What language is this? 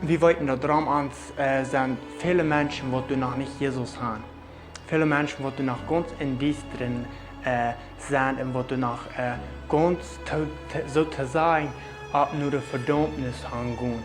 Plautdietsch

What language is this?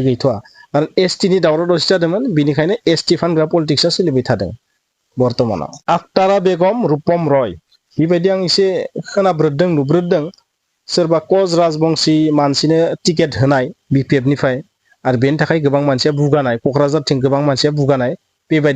Bodo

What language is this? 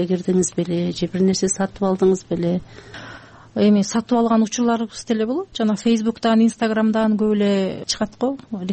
Kyrgyz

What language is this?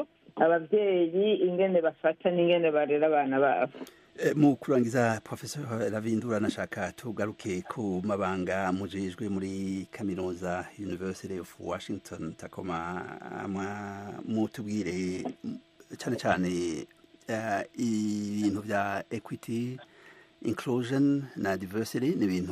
Rundi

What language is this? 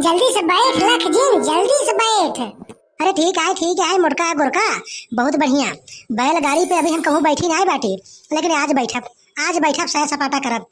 Awadhi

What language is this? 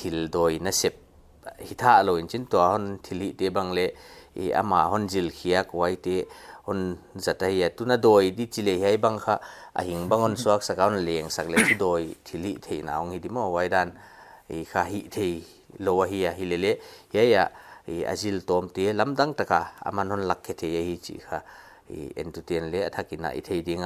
Paite Chin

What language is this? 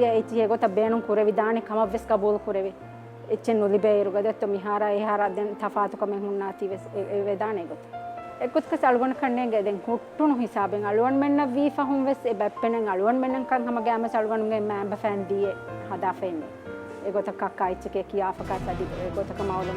Divehi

